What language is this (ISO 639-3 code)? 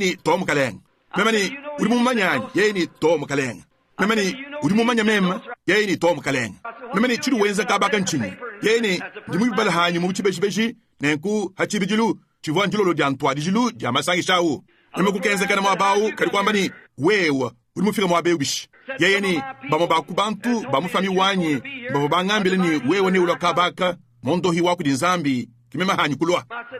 lua